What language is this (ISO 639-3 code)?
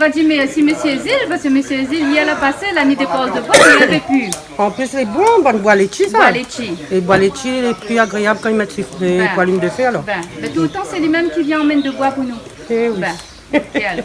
rcf